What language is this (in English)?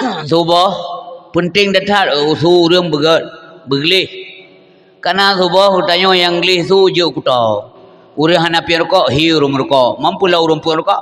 Achinese